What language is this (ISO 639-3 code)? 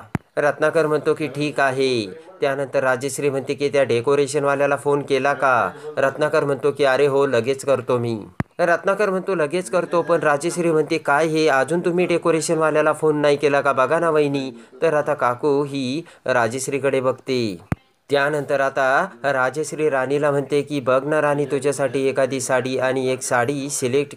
mar